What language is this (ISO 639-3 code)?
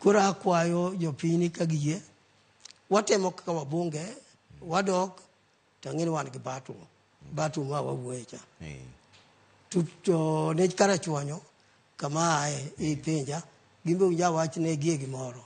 luo